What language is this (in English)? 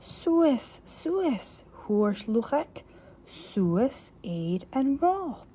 Scottish Gaelic